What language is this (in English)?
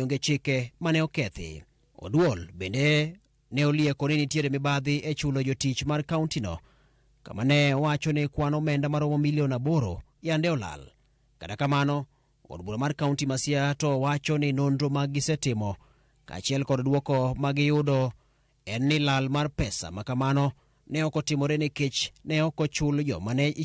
Luo (Kenya and Tanzania)